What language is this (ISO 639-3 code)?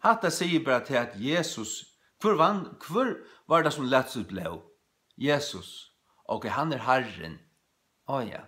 fao